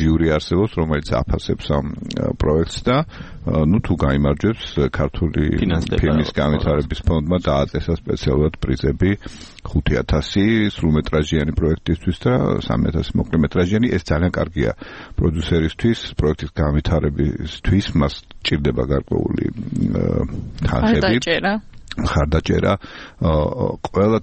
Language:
Georgian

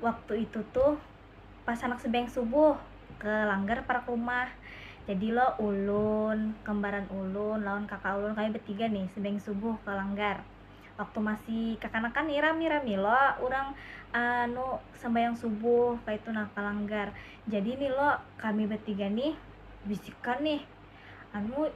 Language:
Banjar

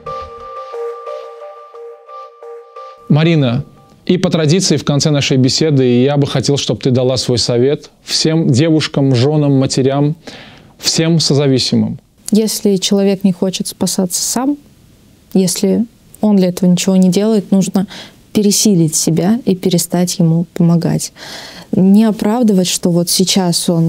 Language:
Russian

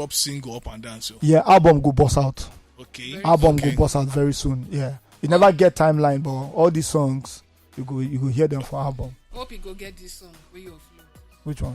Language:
Nigerian Pidgin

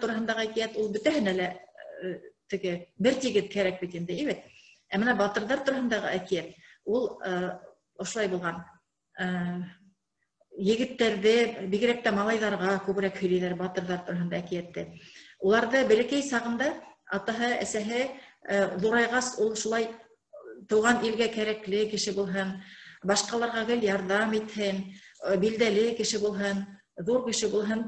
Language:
Bashkir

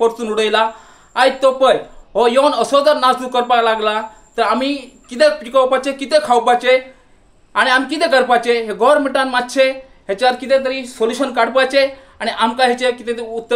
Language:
Konkani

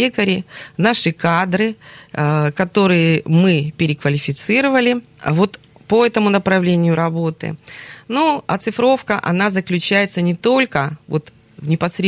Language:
Russian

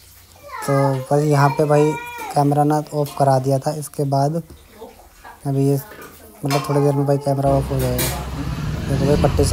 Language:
Hindi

